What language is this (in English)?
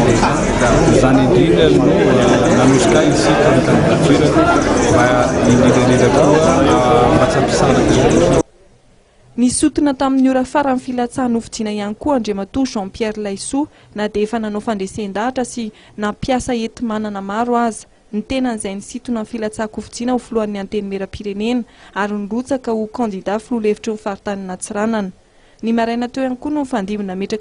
Malagasy